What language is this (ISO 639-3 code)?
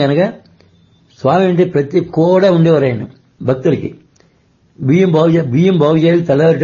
tel